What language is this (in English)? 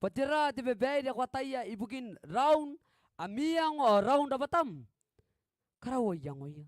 Gilbertese